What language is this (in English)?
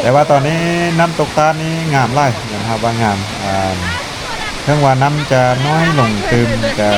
Lao